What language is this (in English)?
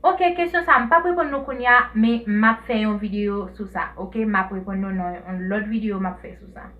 Haitian Creole